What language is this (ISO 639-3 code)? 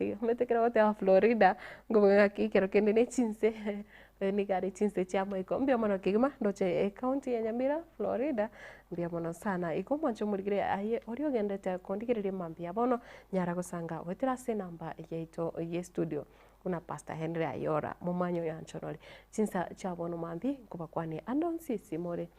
guz